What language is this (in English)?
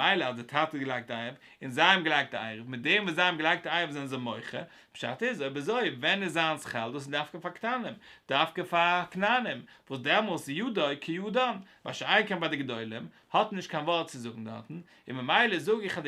Yiddish